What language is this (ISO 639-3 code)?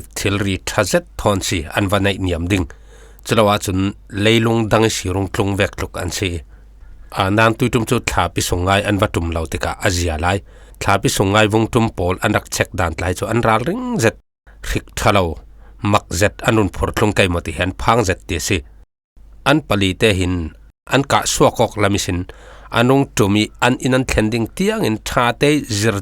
cfm